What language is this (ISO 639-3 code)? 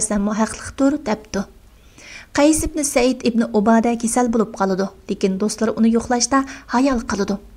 uig